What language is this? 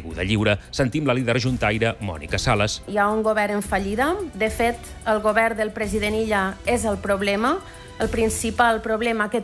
Catalan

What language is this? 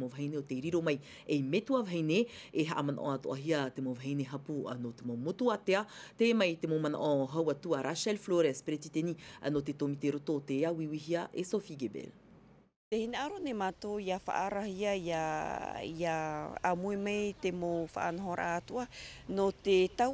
Tahitian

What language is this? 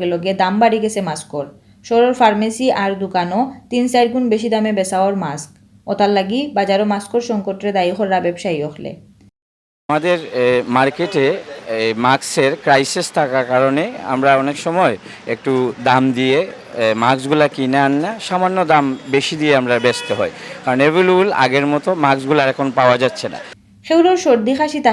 Sylheti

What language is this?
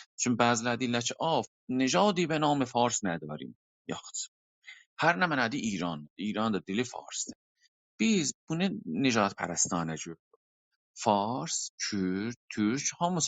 South Azerbaijani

